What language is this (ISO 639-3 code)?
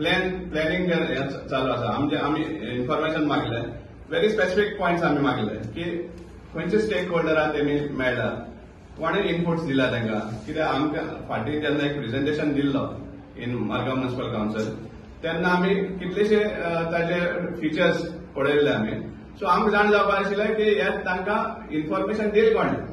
kok